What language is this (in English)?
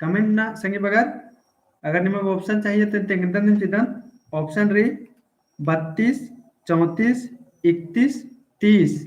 Kurukh